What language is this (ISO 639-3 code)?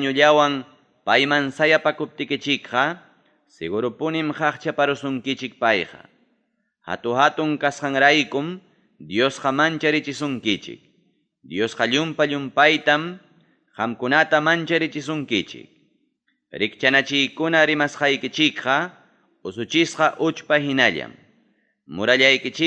quy